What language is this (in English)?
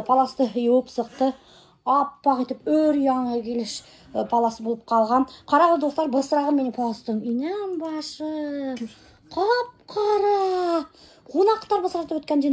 Bashkir